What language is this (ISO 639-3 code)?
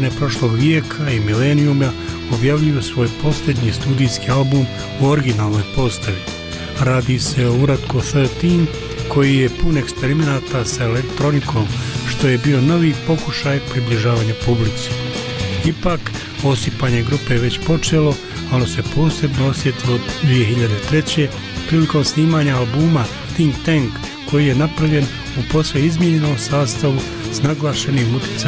bos